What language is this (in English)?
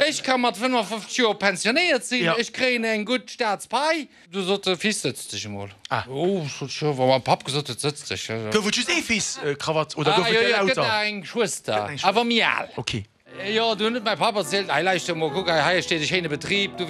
Luxembourgish